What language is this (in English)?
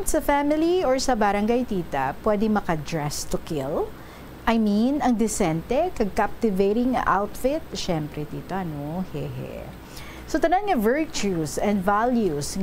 Hiligaynon